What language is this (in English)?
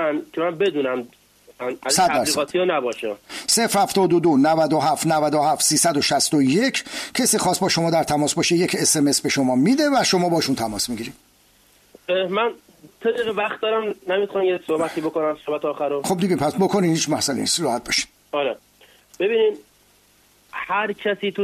Persian